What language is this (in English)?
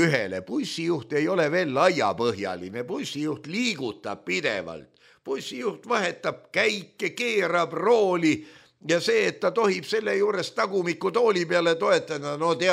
Estonian